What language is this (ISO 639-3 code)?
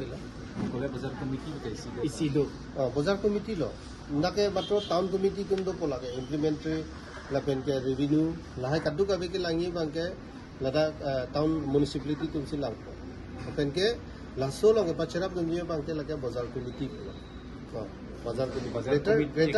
mjw